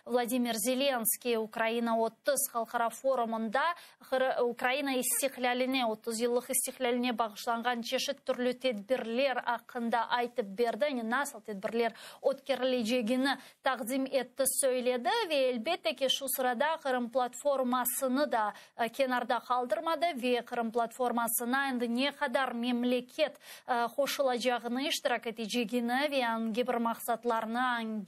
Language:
Crimean Tatar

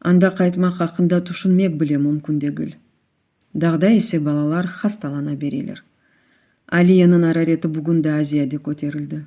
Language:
Crimean Tatar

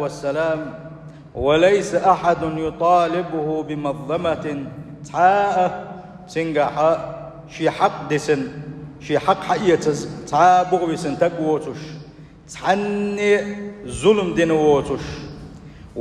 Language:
Chechen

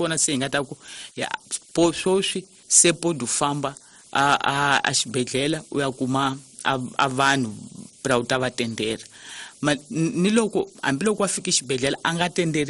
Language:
Tsonga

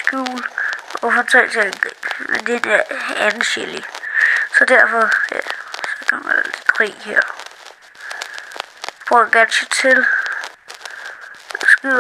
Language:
Danish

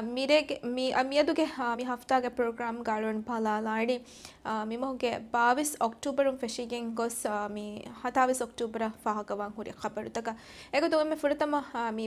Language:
Divehi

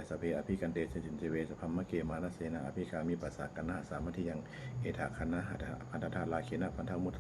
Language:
Pali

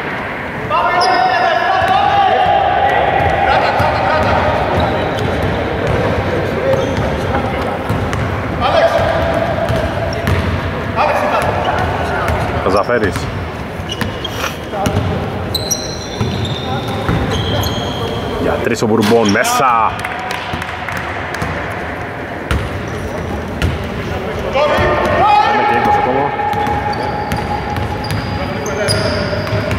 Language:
Greek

